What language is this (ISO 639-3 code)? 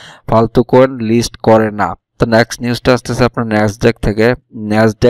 ben